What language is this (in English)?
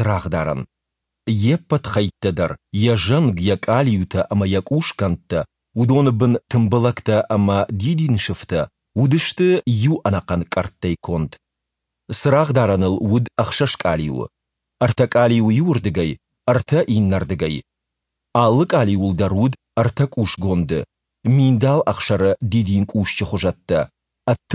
Ossetic